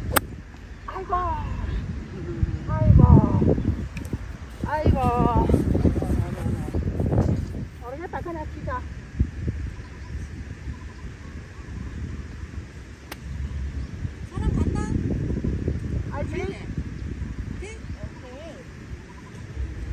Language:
Korean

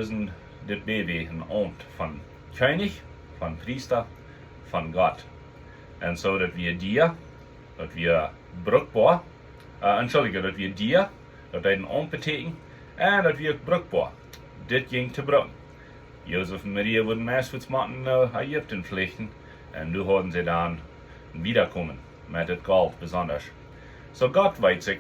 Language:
Plautdietsch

